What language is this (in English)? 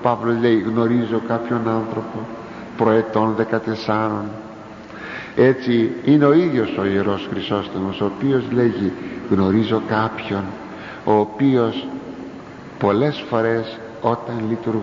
Greek